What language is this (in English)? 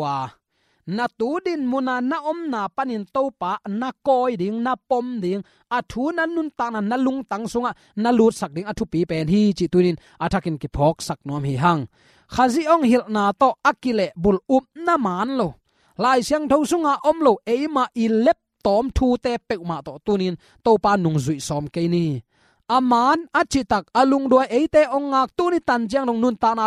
Tedim Chin